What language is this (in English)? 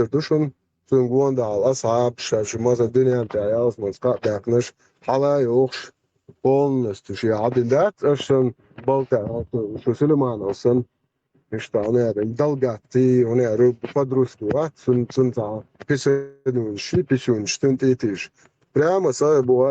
Chechen